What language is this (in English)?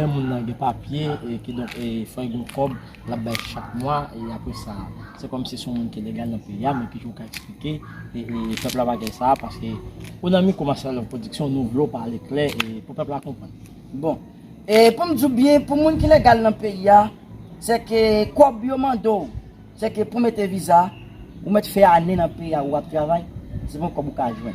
Haitian Creole